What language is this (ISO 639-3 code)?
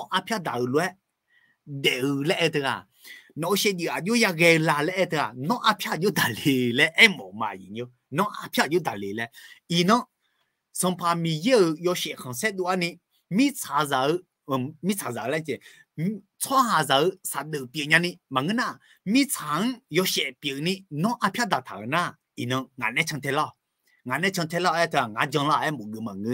ahk